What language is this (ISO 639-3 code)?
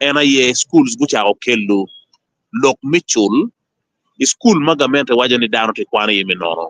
ach